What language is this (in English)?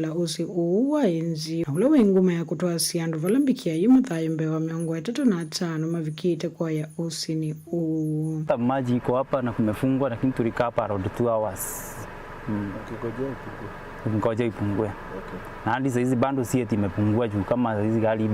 Kamba